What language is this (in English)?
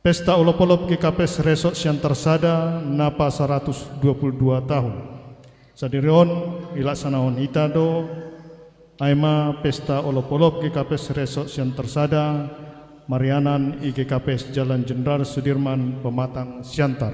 Batak Simalungun